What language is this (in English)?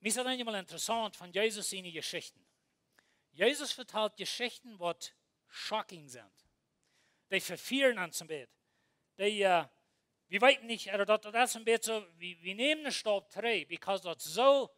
Plautdietsch